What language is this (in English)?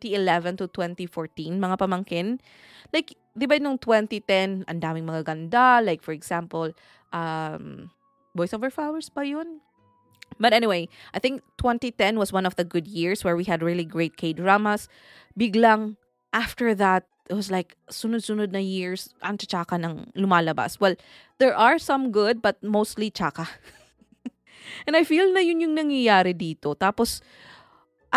Filipino